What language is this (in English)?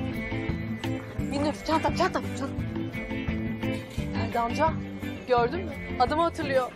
Turkish